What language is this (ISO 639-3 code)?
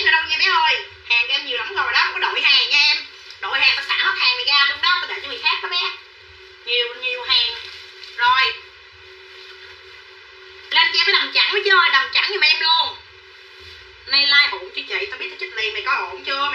vie